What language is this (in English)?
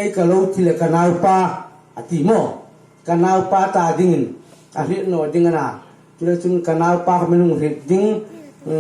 Hmar